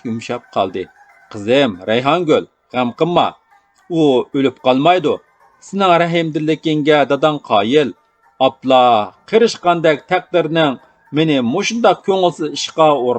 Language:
Uyghur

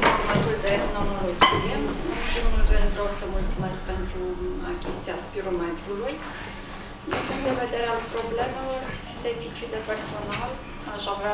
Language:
Romanian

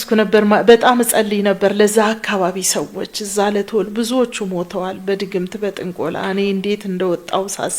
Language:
Amharic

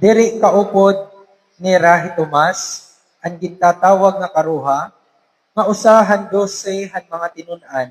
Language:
Waray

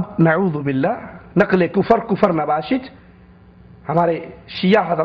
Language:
Urdu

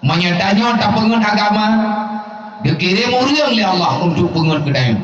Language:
Achinese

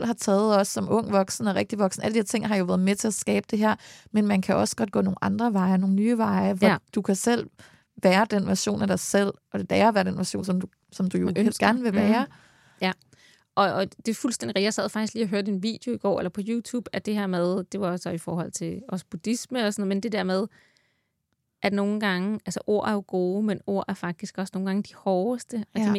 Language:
Danish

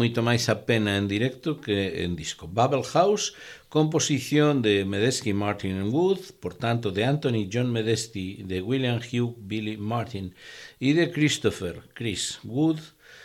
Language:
Galician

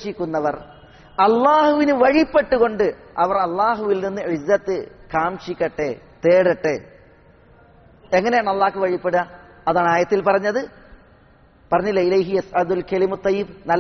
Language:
Malayalam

